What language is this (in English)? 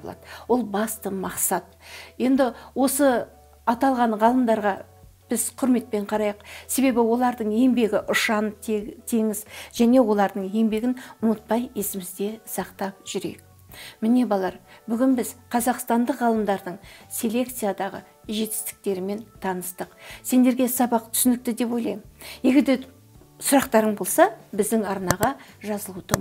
Kazakh